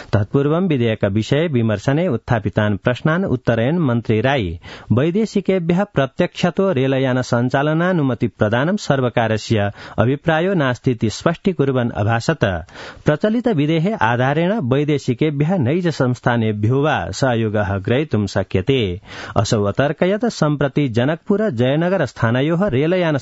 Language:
Sanskrit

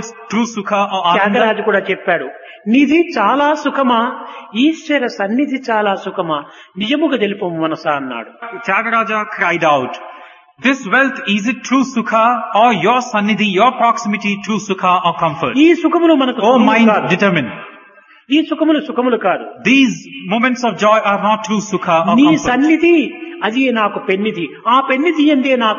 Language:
Telugu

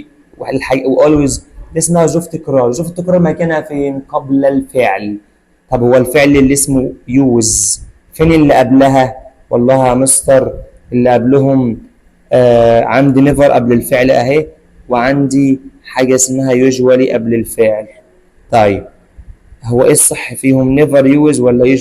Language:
Egyptian Arabic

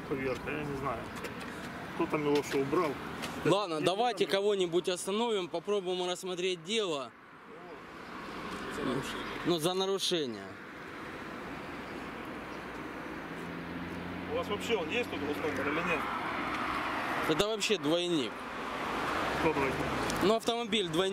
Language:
Russian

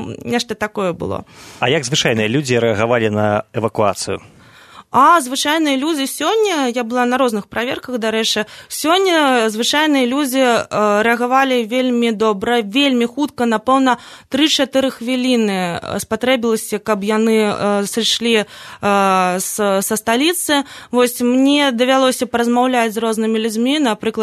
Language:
Belarusian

